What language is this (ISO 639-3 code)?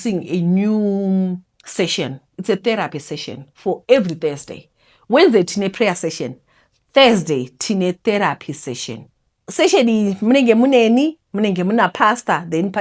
sna